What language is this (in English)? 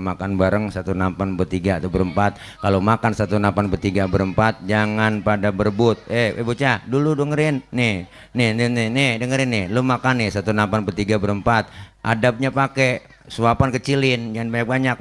Betawi